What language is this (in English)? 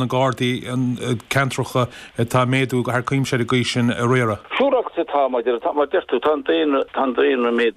Irish